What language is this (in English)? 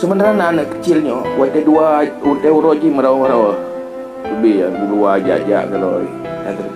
Achinese